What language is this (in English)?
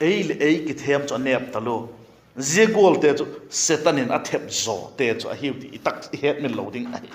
Vaiphei